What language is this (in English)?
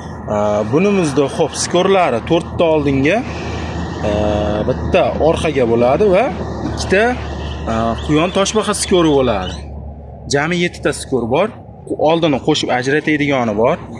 Uzbek